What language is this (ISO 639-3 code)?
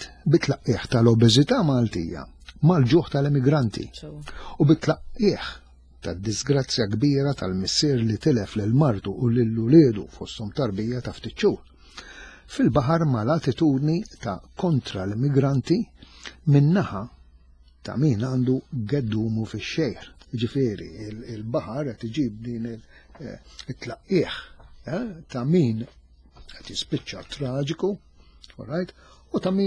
mlt